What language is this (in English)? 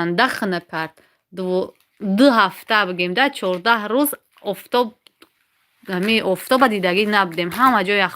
Tajik